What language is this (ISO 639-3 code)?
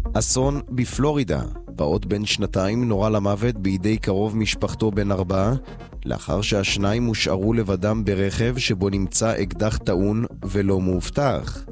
heb